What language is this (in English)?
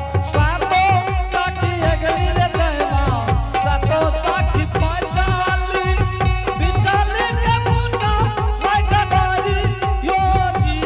Angika